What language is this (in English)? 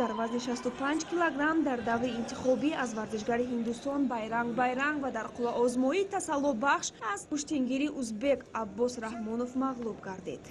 Tajik